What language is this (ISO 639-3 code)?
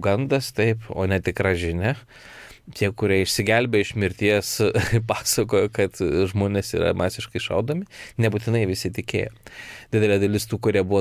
lit